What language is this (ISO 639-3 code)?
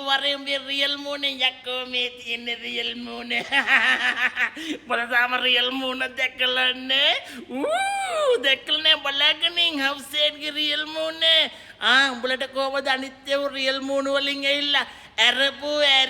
sin